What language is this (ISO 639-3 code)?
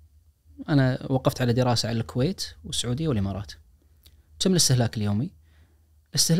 ars